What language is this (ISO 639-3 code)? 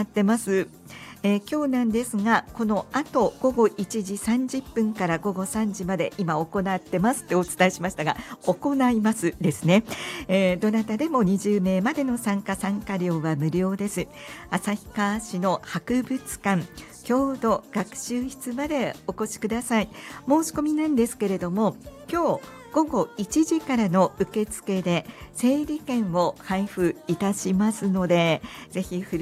jpn